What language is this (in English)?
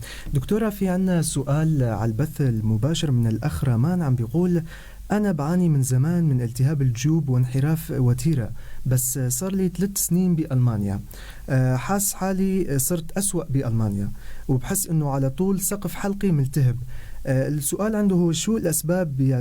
North Levantine Arabic